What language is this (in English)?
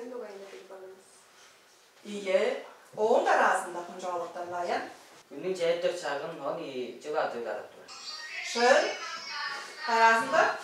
Tuvinian